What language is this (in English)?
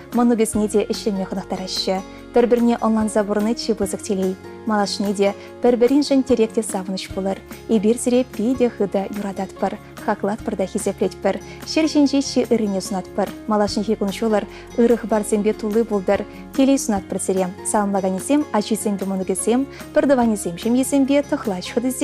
Chuvash